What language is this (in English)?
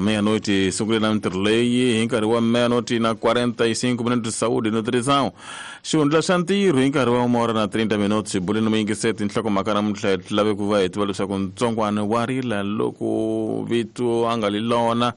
Tsonga